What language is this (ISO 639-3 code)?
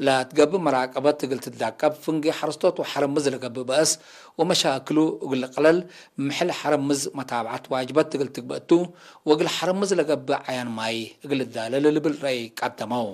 tig